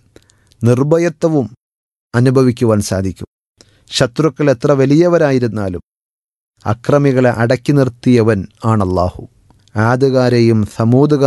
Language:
Malayalam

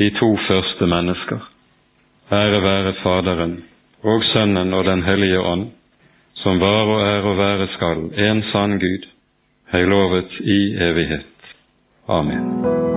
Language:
Norwegian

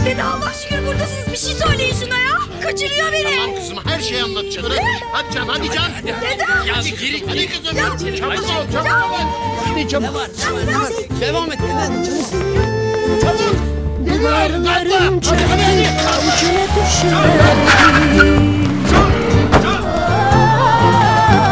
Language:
Turkish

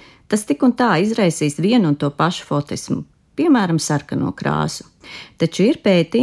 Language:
Latvian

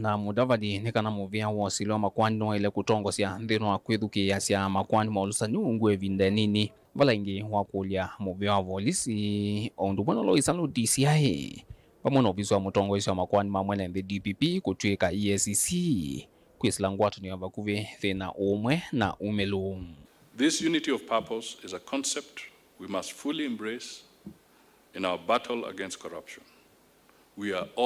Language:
Kamba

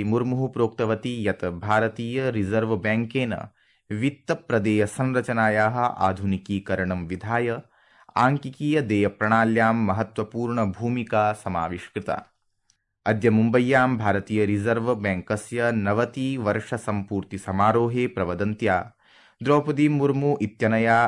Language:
Sanskrit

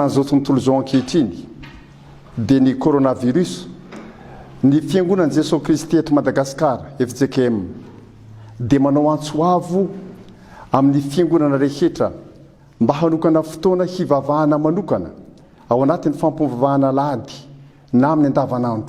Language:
Malagasy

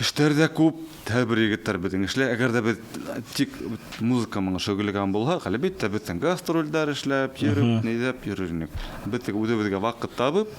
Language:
Bashkir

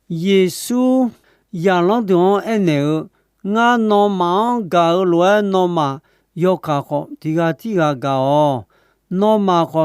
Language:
Akha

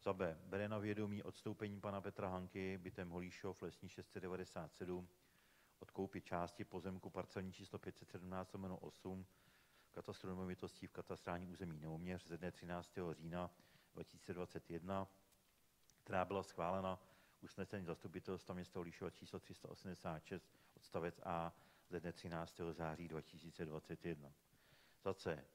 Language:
Czech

